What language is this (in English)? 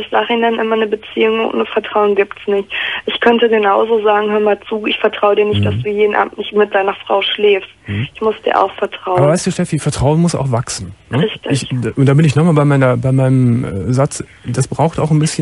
German